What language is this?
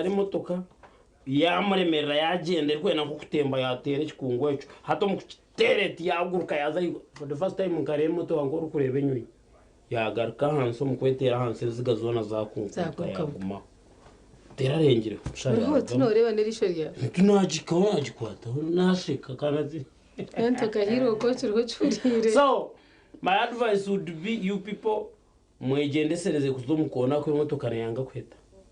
Nyankole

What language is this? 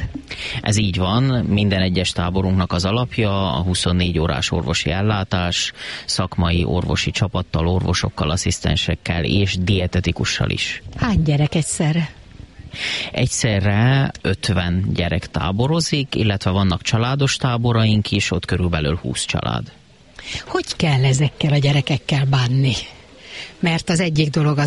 Hungarian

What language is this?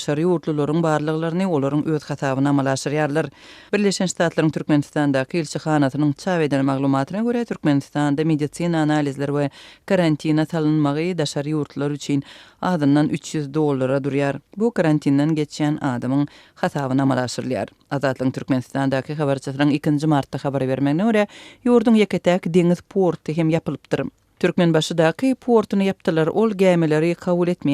Turkmen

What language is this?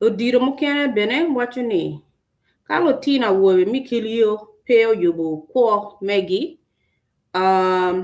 Acoli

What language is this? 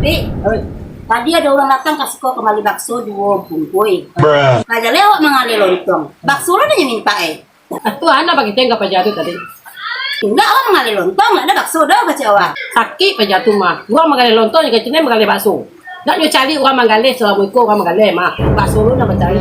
Minangkabau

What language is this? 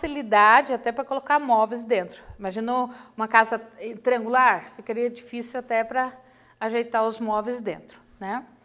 Portuguese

